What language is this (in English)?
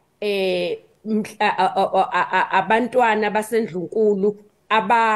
Zulu